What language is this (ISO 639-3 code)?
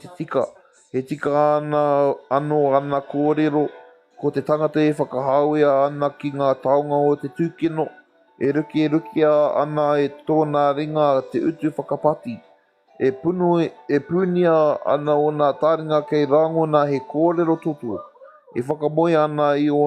mri